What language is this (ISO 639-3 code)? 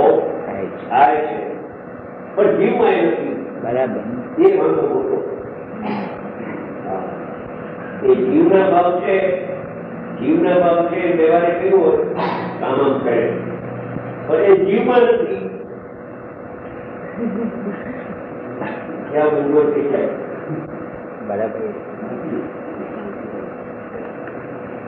guj